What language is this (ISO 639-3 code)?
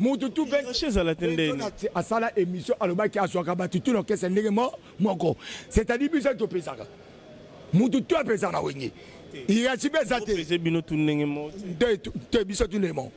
lin